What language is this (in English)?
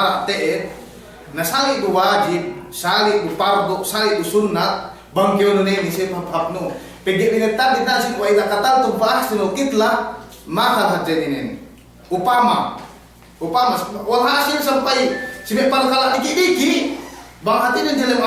Yakan